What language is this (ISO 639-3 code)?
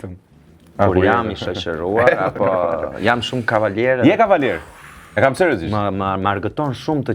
sqi